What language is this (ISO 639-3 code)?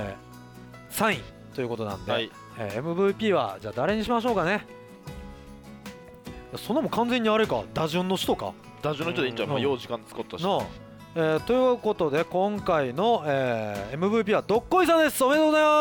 jpn